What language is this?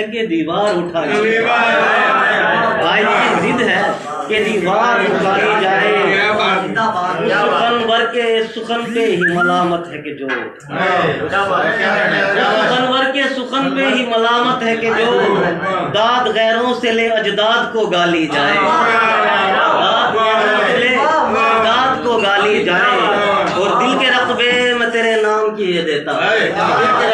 Haryanvi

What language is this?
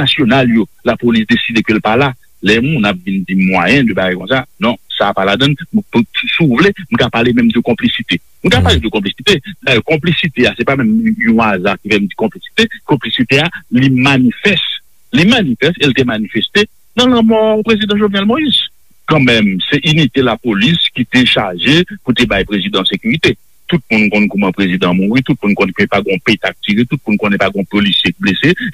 Haitian Creole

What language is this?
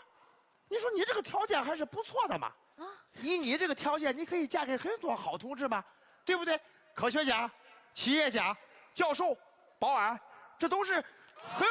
Chinese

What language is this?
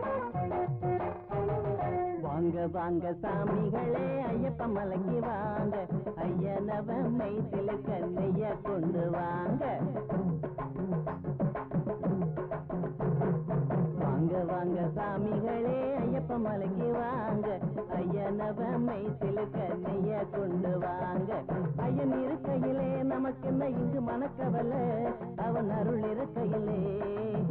Tamil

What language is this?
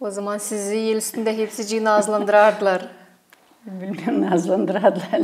Gagauz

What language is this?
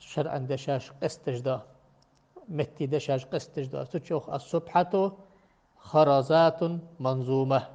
Ingush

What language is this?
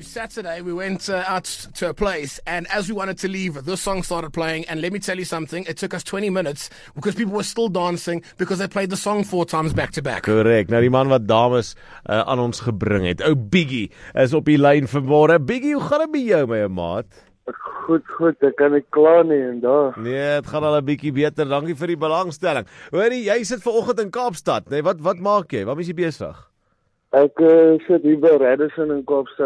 Afrikaans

